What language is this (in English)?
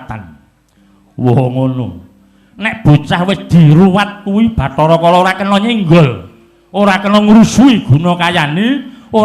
Javanese